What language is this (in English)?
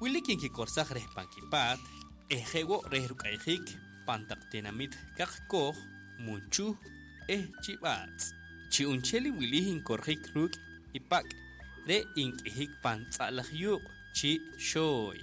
Poqomchi'